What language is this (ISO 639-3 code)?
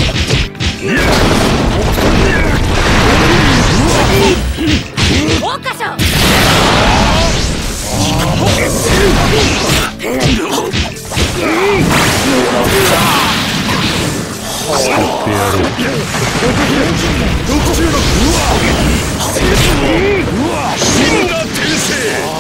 jpn